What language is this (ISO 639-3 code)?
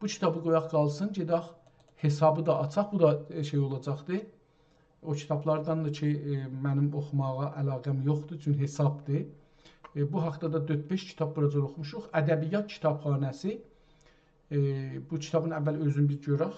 azb